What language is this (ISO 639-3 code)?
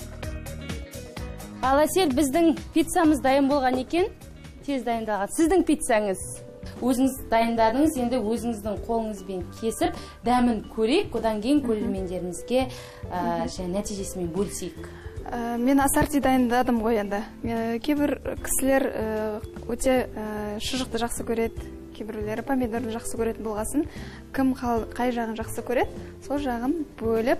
kaz